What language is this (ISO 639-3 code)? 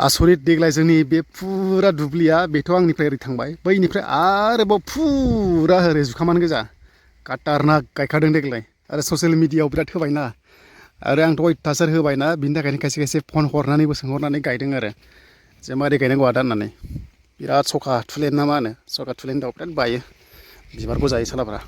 brx